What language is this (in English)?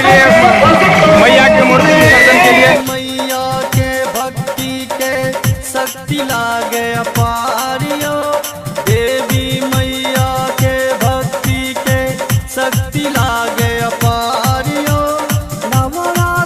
Bhojpuri